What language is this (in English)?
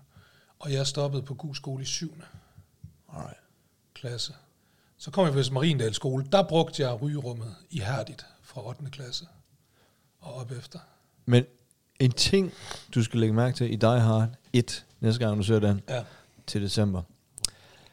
Danish